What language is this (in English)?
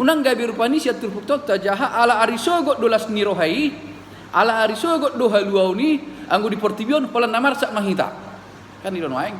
Batak Toba